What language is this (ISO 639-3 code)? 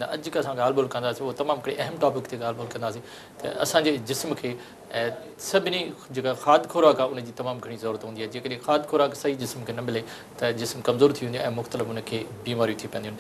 snd